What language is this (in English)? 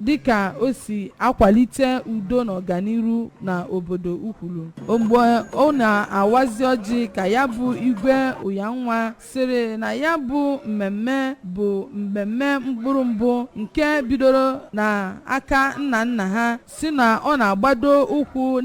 Igbo